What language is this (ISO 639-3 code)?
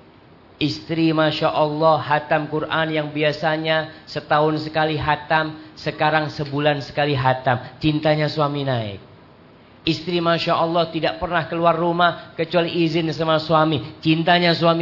ind